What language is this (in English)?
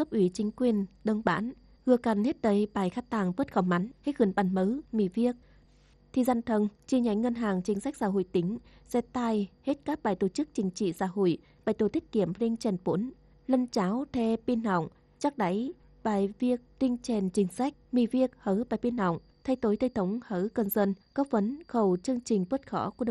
Tày